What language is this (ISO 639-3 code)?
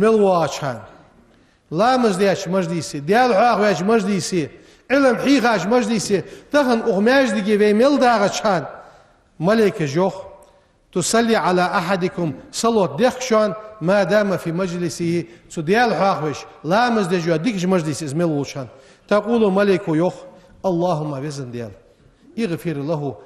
inh